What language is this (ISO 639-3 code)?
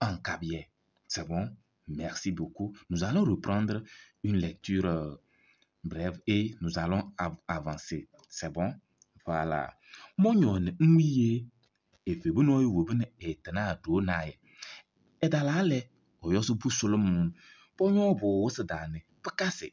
kbp